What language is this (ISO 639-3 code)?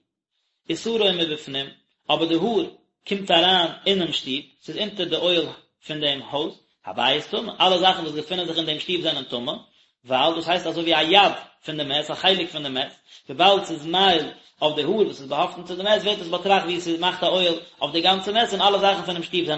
yid